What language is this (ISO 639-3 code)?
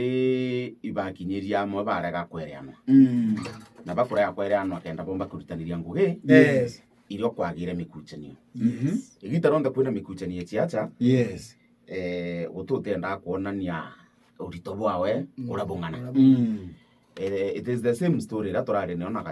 mer